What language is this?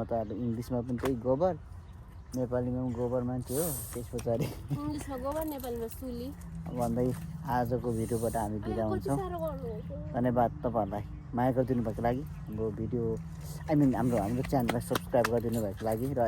Nepali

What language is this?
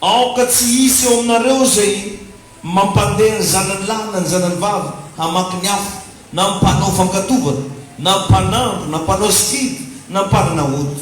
Malagasy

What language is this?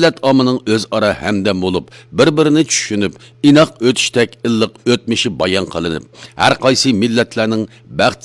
Uyghur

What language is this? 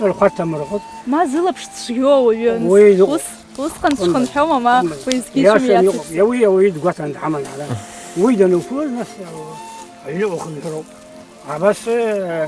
Abkhazian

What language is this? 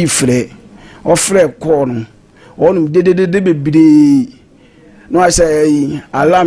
Akan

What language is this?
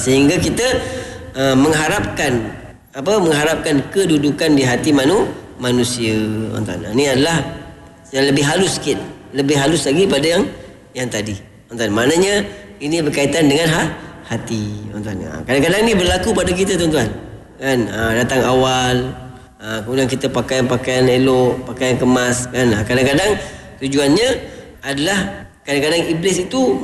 Malay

